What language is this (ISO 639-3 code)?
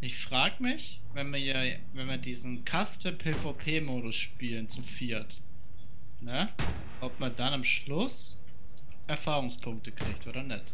gsw